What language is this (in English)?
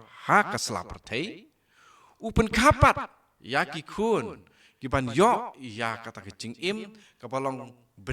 Khasi